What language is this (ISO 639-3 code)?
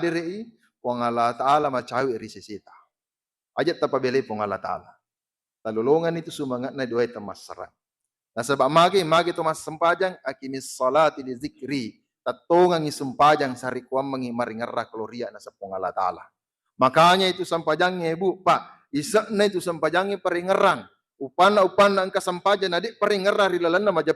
bug